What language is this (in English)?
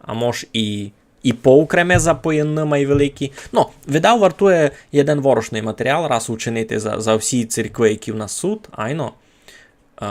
Rusyn